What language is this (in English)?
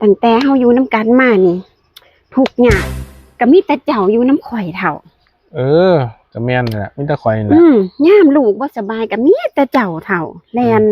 Northeastern Thai